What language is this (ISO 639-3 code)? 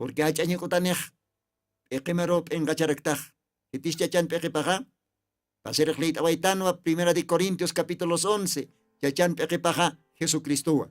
aym